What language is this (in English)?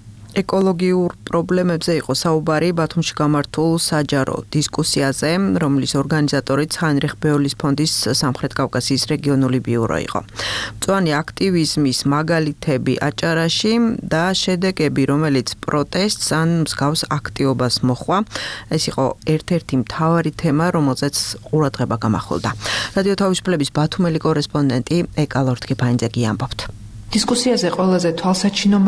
Georgian